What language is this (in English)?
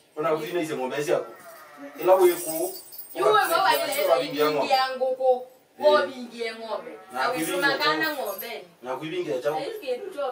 Kamba